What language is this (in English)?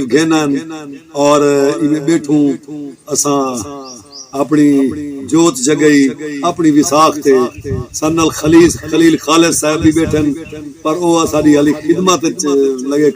Saraiki